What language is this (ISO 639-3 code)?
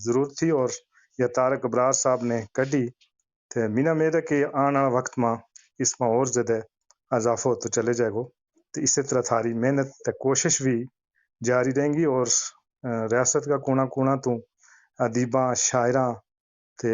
gju